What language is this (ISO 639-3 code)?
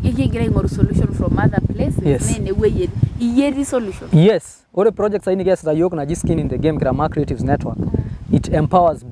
mas